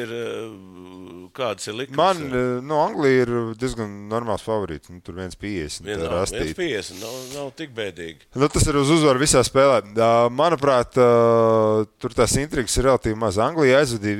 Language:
Latvian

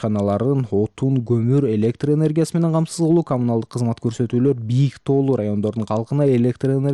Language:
Kyrgyz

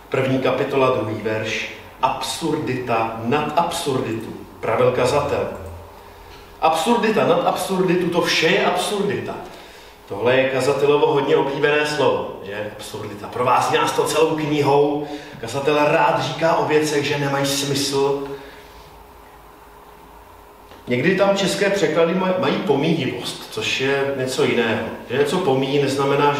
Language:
Czech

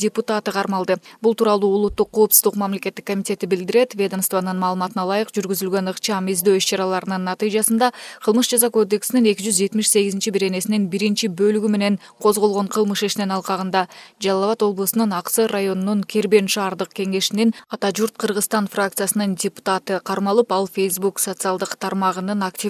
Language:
Kyrgyz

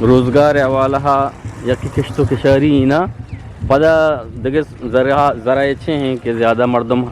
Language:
Eastern Balochi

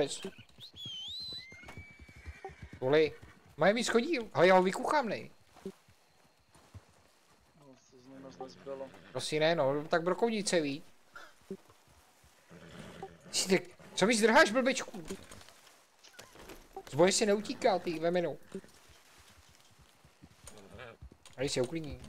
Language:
Czech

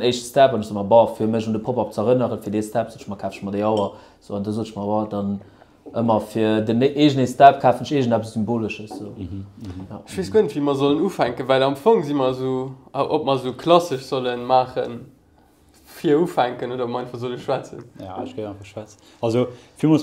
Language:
Luxembourgish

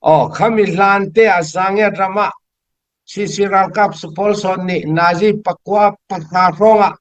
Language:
Falam Chin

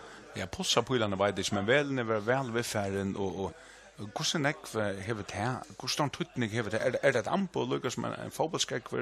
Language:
Faroese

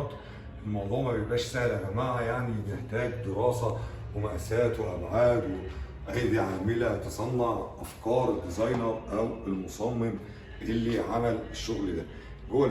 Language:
Egyptian Arabic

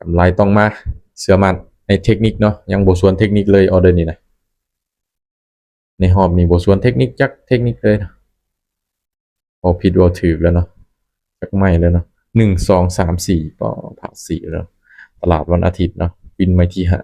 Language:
Lao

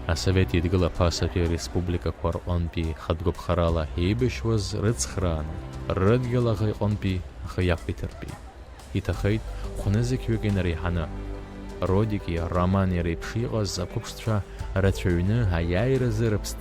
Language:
Abkhazian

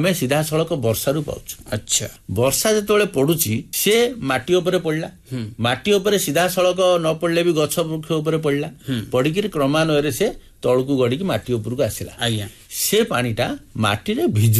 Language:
Odia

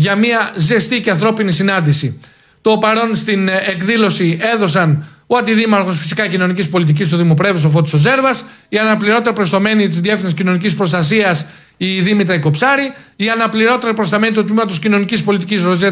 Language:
Greek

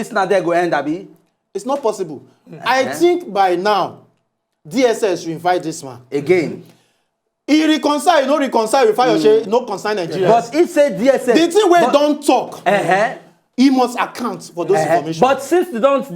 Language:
Nigerian Pidgin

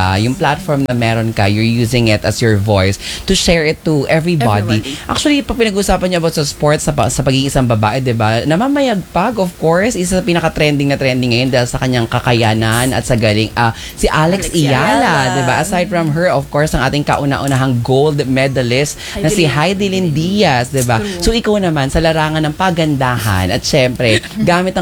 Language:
Filipino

